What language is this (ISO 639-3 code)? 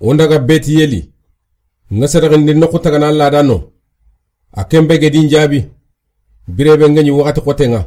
snk